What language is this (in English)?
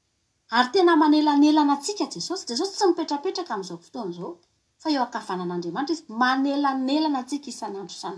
Malagasy